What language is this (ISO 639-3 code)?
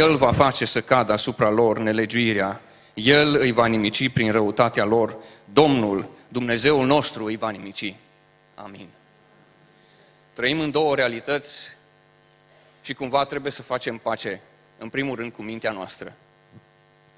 ron